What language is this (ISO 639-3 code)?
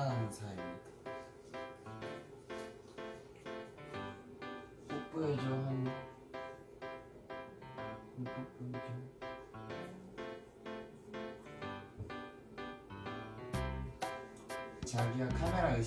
kor